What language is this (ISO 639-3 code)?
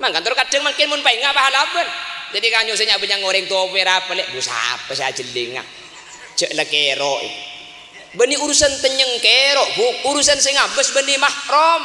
mad